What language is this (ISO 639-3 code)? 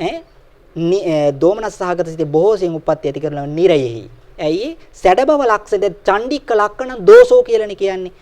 sin